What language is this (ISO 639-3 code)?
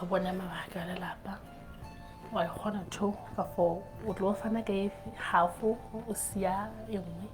sot